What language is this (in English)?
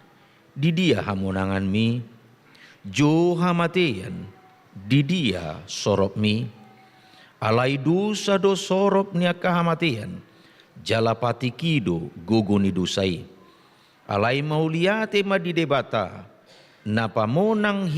Batak Toba